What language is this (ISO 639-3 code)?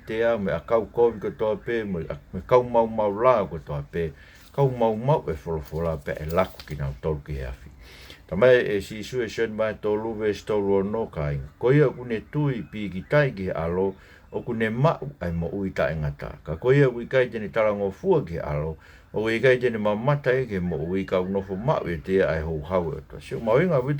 ton